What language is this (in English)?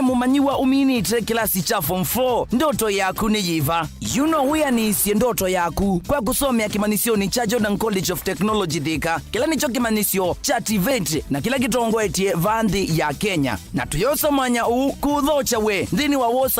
Kamba